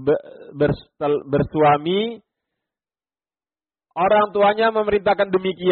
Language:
Indonesian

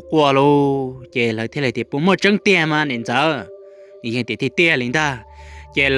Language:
Hmong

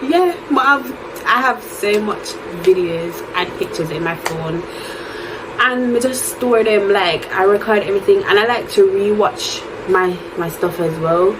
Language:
Jamaican Creole English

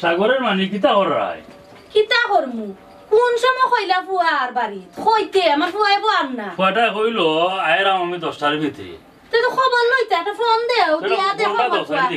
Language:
Sylheti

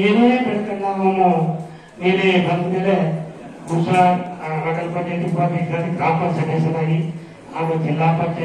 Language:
Kannada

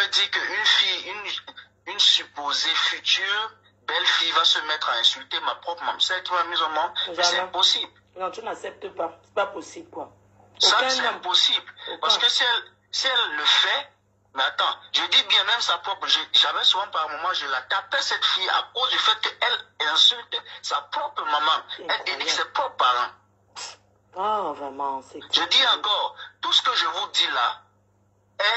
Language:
French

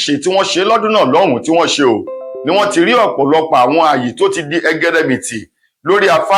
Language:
Yoruba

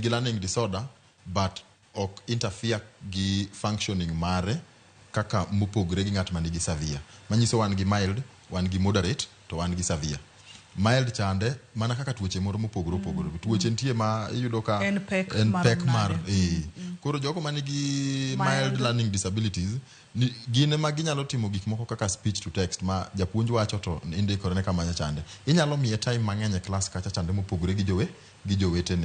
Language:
Luo (Kenya and Tanzania)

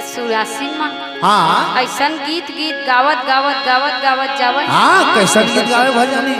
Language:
Chhattisgarhi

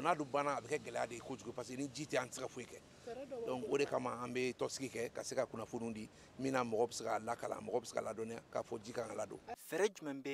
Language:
Bambara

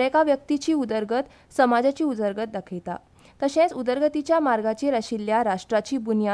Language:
Konkani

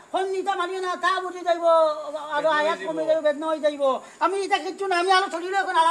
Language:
Sylheti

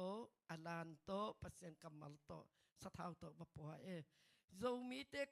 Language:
Tedim Chin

